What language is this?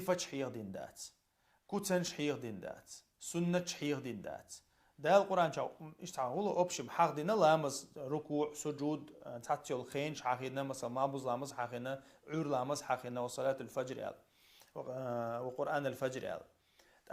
Chechen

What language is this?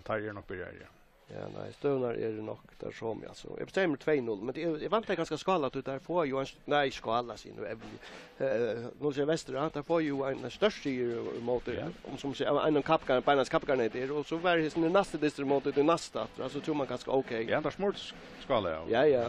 Faroese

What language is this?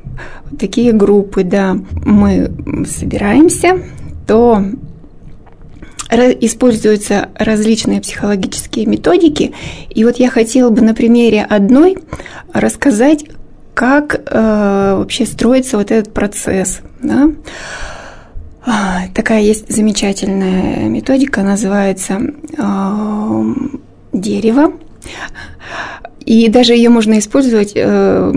Russian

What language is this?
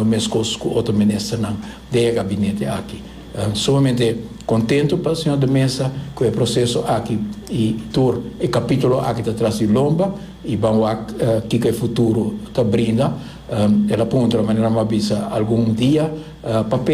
Papiamento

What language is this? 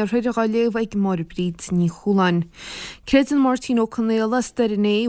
Irish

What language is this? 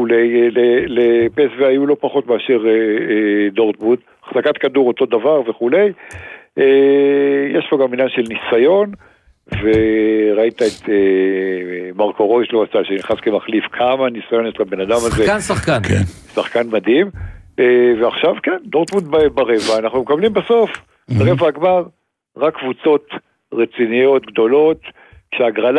Hebrew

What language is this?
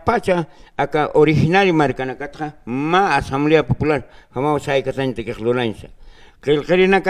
Aymara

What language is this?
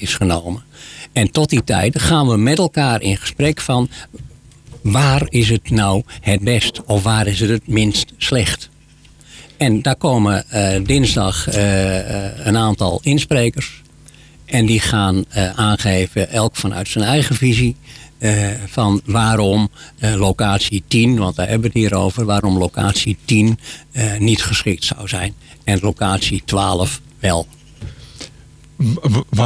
Dutch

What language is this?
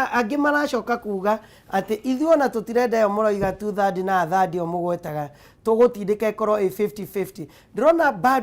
Kikuyu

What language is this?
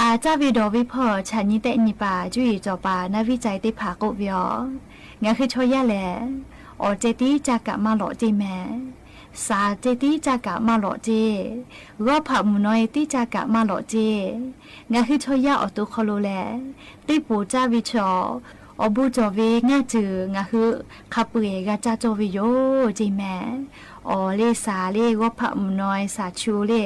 Lahu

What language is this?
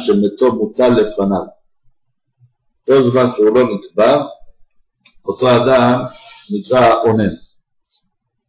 Hebrew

